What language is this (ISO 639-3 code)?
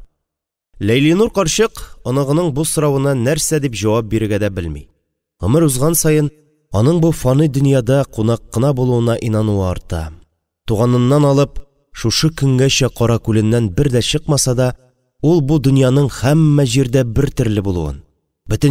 tat